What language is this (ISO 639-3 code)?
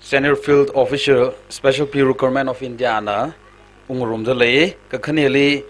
nmf